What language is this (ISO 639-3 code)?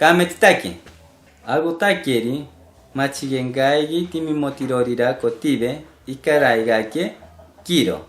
mcb